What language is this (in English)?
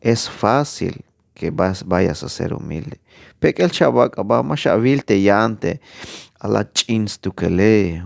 Tzeltal